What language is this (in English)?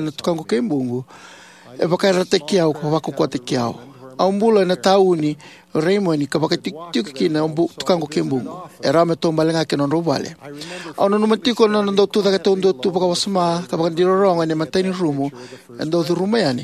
Fijian